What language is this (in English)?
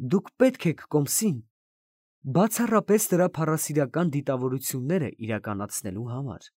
Armenian